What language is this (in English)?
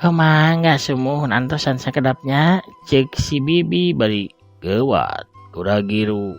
Sundanese